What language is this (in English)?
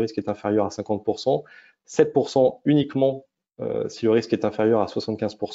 French